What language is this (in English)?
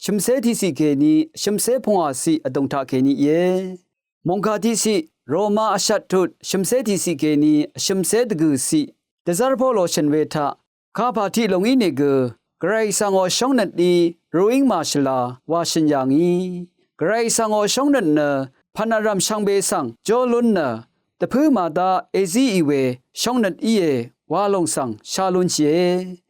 Rawang